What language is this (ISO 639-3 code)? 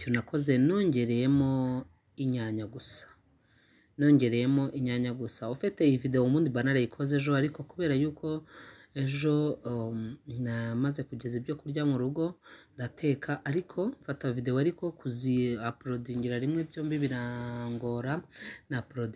kin